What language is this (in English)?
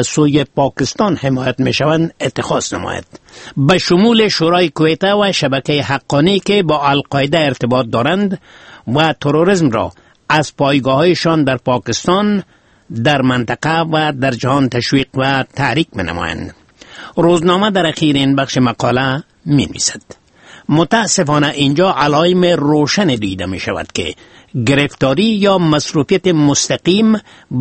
Persian